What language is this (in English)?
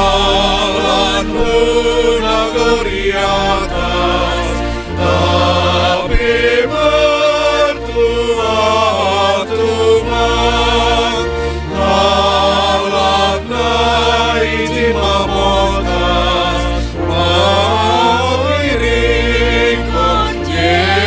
Batak Simalungun